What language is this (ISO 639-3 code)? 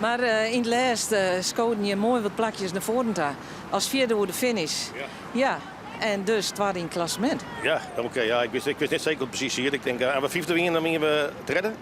fry